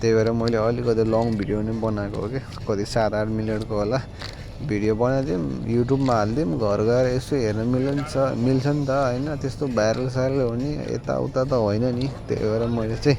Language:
Nepali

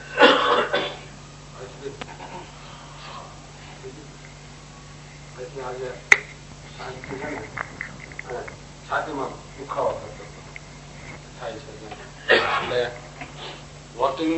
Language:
Gujarati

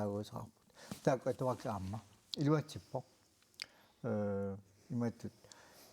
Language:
Kalaallisut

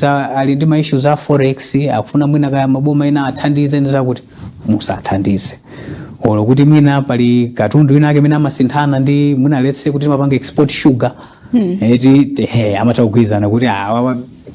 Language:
Nyanja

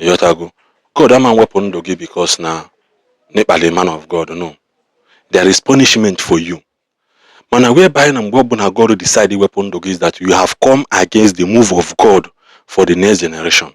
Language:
Igbo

